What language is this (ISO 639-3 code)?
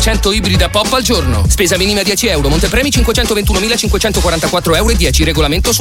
ita